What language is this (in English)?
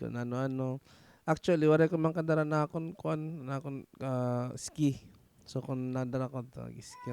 Waray